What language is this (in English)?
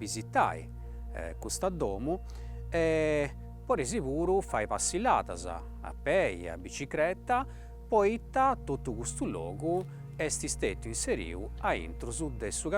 Sardinian